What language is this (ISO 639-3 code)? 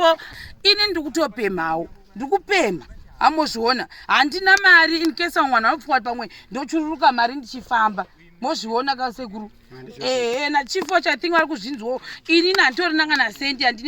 sna